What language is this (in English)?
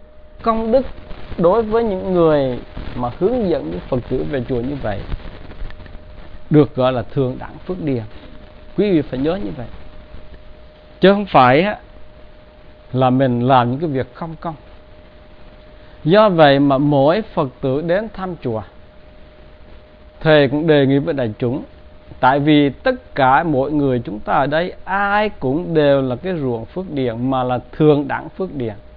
Vietnamese